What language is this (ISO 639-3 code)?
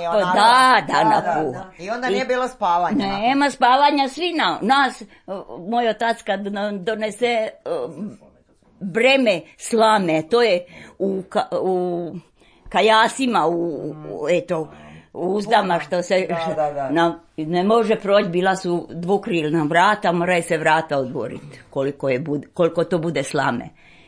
srp